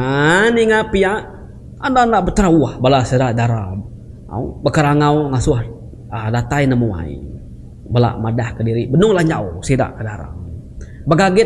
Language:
Iban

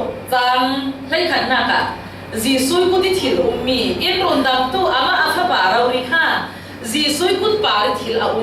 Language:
Falam Chin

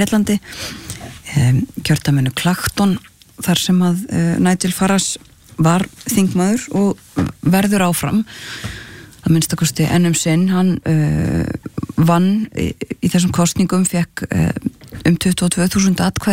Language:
Icelandic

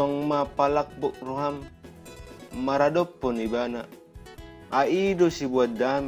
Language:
Batak Toba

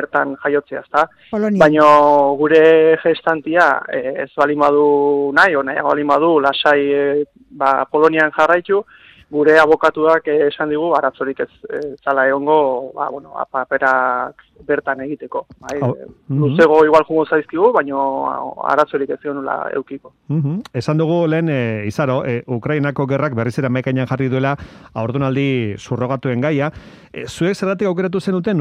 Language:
Basque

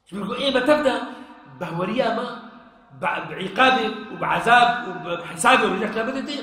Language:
Kurdish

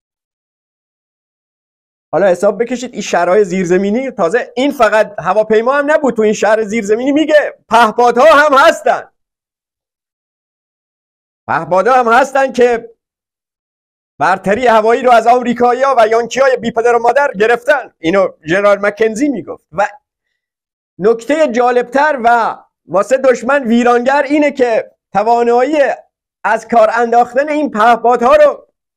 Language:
Persian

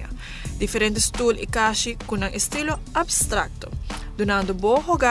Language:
Papiamento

